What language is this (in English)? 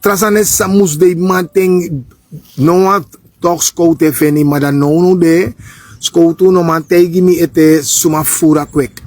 Sranan Tongo